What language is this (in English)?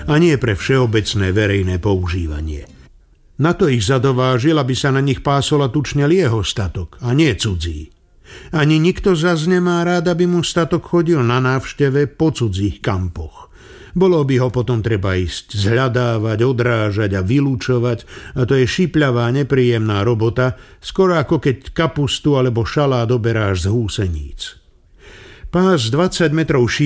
Slovak